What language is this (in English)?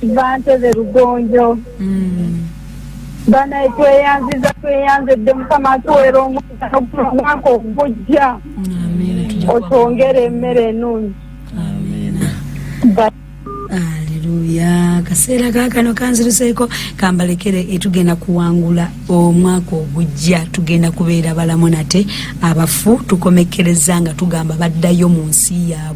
Ganda